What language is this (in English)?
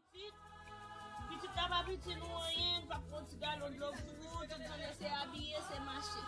Haitian Creole